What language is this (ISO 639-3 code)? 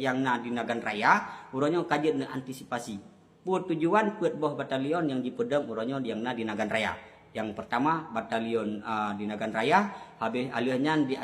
ace